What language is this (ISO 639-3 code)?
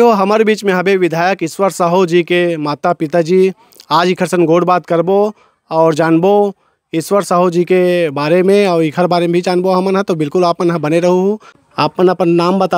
hne